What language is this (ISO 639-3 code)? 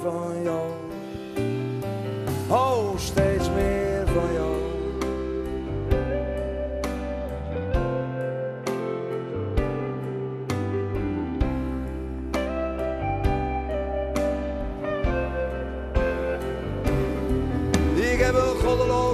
nld